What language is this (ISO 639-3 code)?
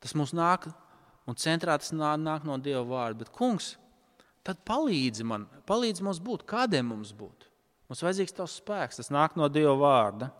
lav